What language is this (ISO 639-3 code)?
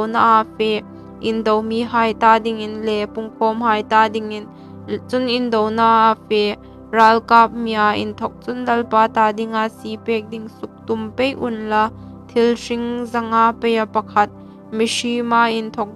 hmr